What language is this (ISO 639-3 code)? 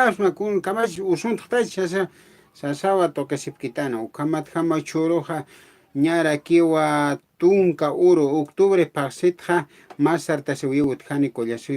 aym